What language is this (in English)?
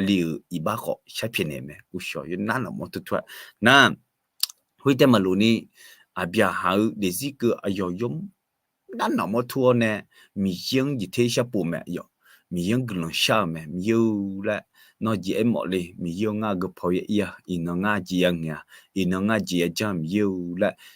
Akha